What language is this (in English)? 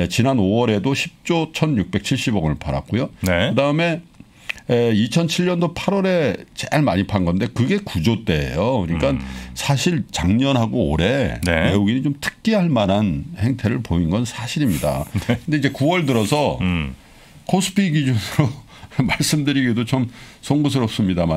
Korean